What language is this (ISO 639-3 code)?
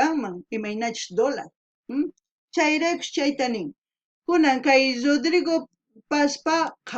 quh